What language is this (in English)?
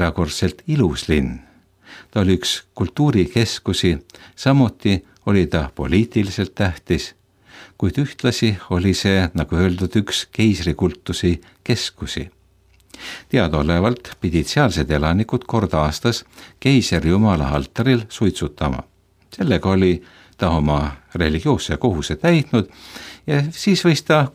Estonian